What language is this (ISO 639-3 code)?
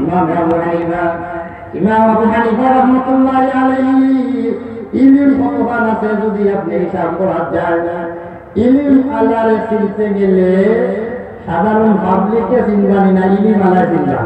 syl